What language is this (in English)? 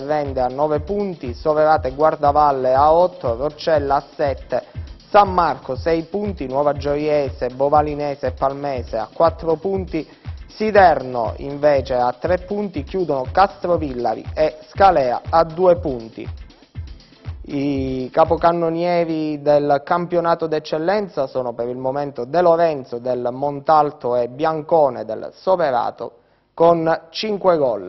Italian